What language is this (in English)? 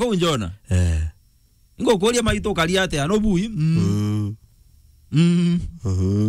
Meru